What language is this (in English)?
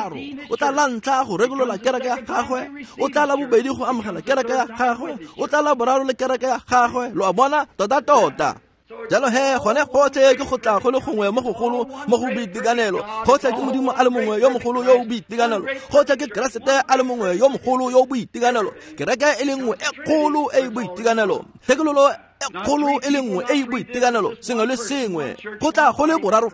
Tswana